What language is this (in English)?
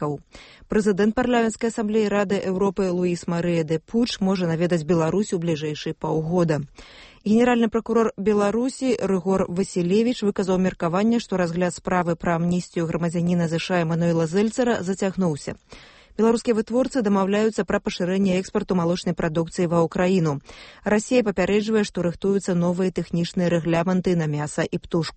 Belarusian